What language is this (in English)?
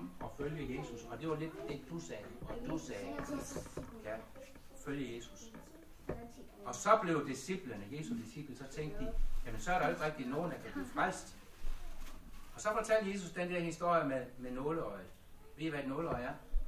Danish